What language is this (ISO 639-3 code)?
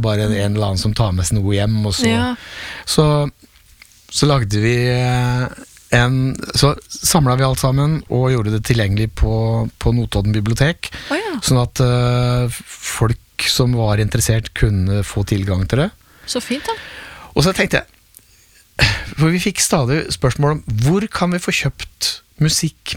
nor